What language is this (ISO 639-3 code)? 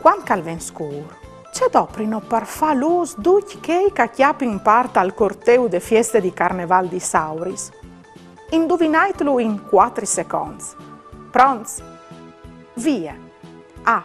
fur